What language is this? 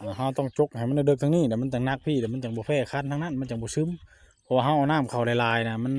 Northeastern Thai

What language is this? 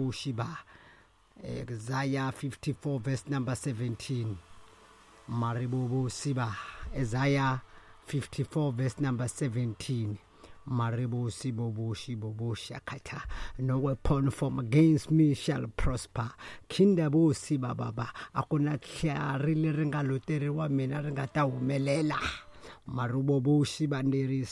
Tsonga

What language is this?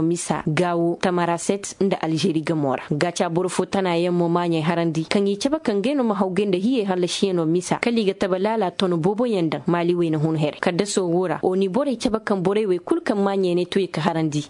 Koyraboro Senni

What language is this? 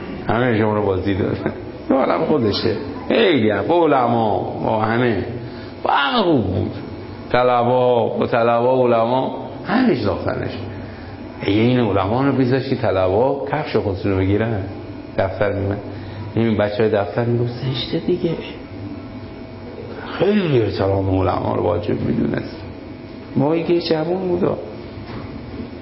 Persian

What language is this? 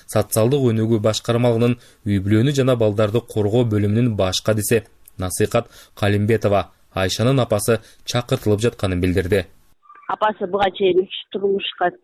Kyrgyz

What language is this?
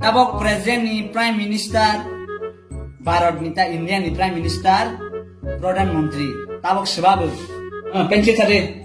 Kok Borok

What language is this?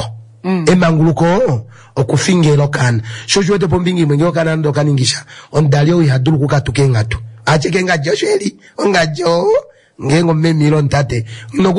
Kuanyama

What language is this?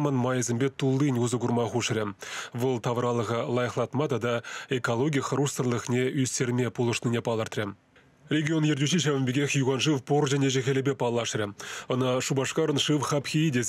Chuvash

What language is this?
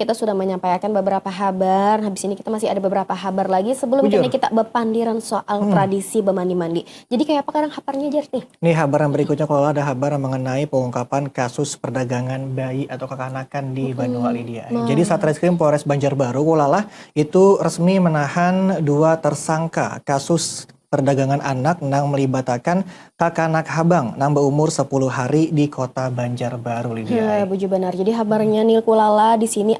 Banjar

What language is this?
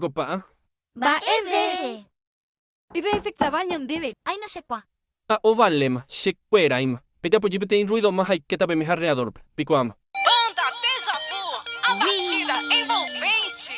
Guarani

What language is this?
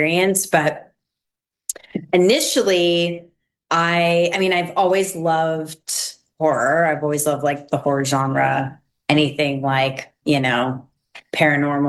English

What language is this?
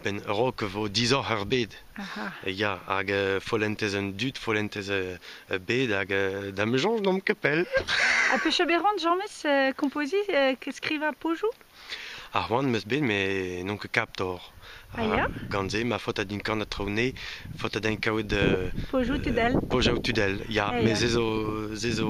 Breton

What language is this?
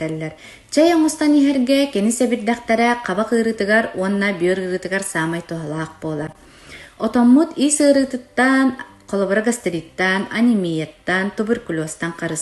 Yakut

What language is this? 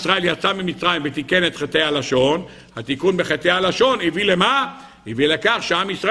Hebrew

